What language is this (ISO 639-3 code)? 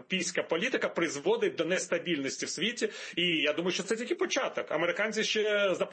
ukr